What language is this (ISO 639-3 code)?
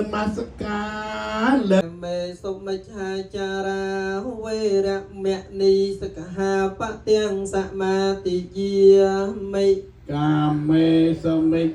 khm